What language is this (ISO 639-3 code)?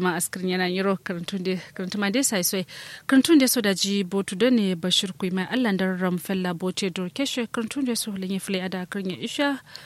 kau